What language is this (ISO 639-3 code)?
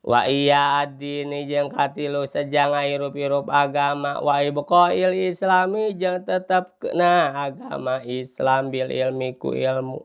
sun